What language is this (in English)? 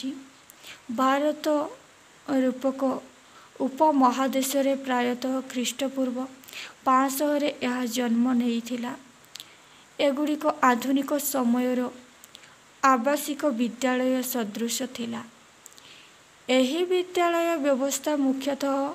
Odia